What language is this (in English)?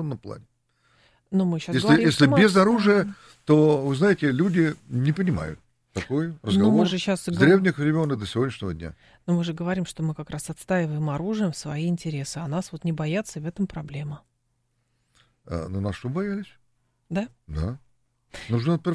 Russian